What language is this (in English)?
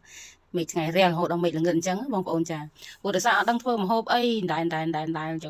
Khmer